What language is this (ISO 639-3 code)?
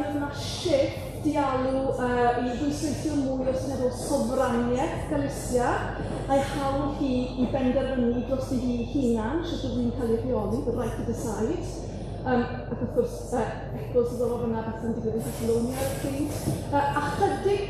cym